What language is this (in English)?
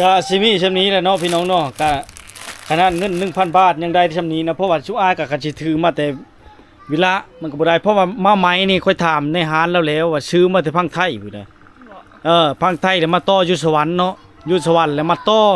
Lao